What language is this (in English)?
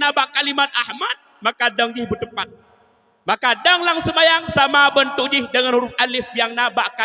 Achinese